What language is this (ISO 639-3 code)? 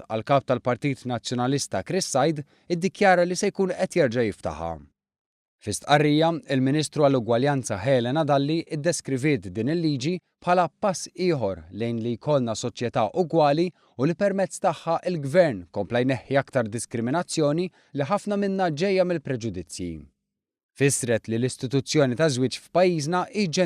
mlt